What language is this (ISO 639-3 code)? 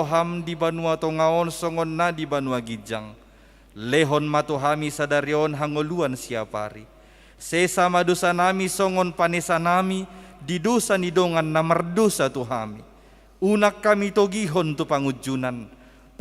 bbc